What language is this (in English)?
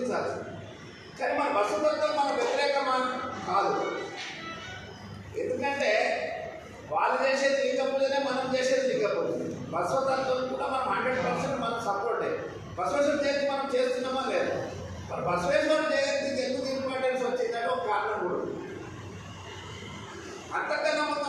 Telugu